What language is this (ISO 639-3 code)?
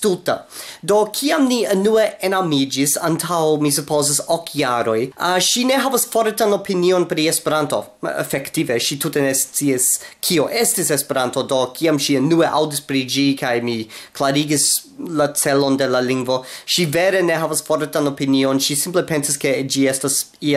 epo